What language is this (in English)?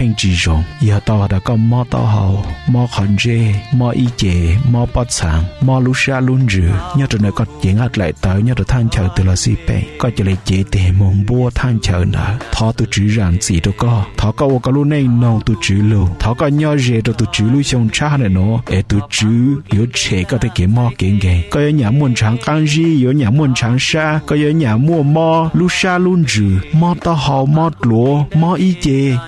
Hmong